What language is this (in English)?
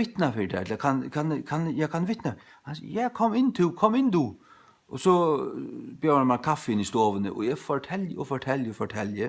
Faroese